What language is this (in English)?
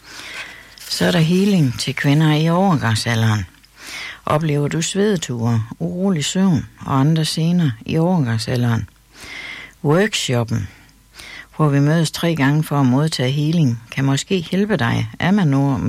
Danish